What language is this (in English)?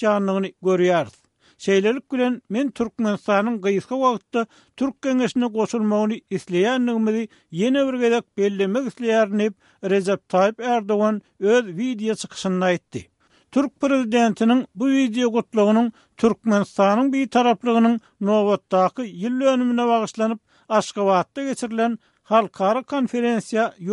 Turkmen